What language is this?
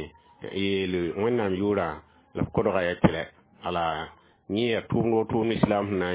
Mossi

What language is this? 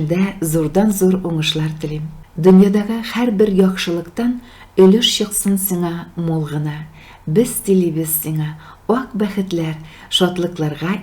Tatar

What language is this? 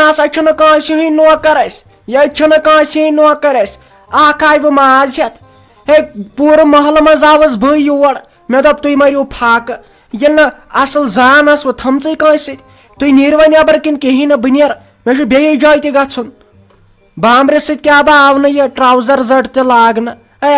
Kashmiri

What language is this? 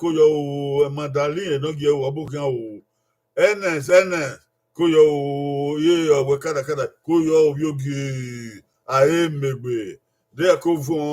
Bini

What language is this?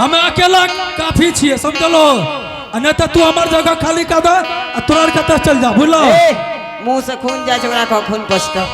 Angika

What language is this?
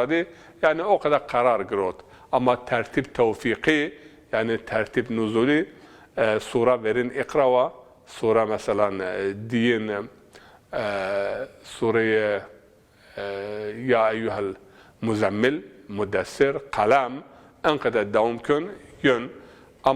Zaza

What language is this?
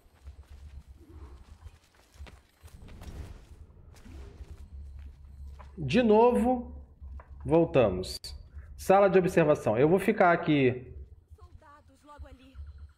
Portuguese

